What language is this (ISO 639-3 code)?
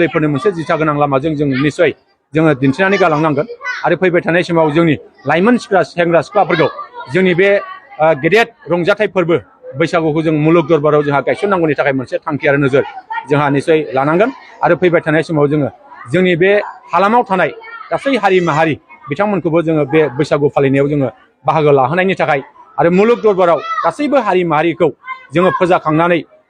brx